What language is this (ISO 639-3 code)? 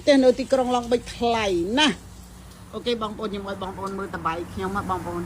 khm